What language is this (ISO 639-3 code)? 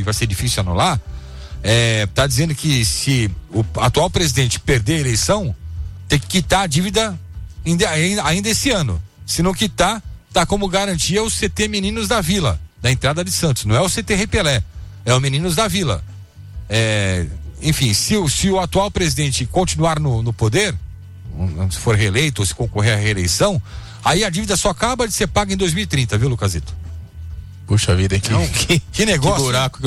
por